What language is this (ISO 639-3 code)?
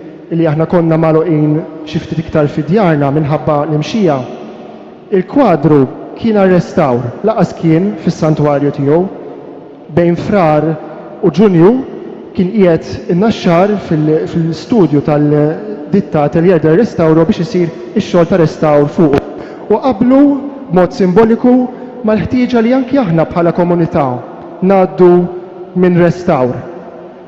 mlt